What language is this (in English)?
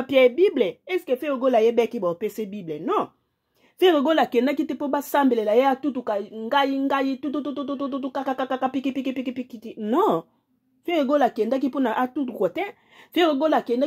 Lingala